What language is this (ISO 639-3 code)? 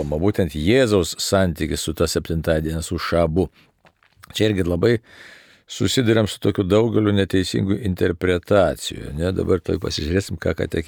lit